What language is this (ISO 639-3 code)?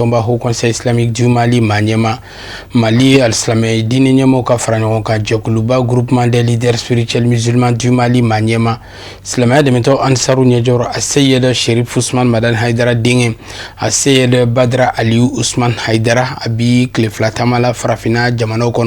bam